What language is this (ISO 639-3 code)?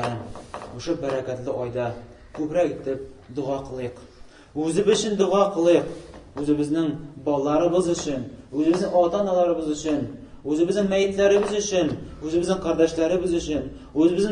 tat